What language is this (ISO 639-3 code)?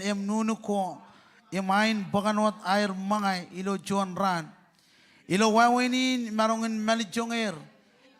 mah